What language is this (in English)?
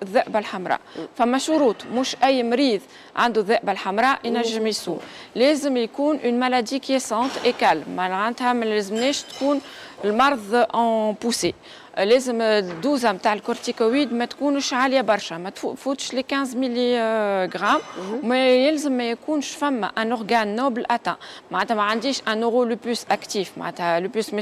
Tunisian Arabic